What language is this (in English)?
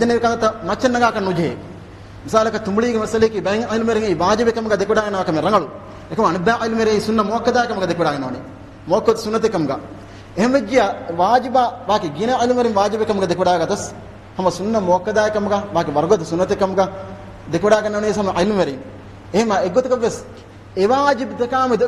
Divehi